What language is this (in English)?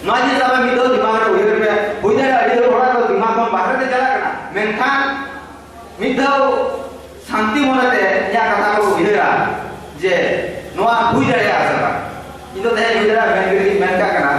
Santali